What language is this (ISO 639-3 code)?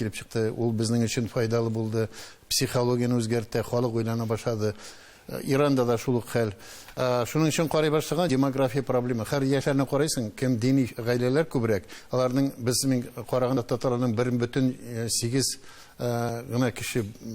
tat